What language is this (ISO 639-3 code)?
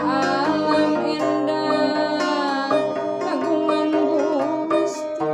sun